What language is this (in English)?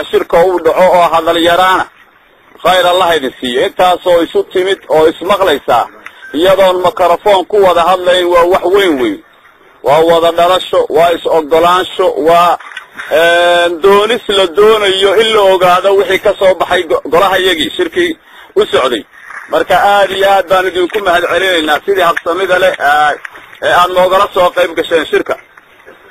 Somali